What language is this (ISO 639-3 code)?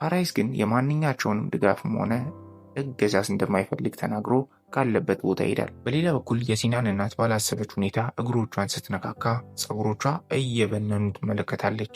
amh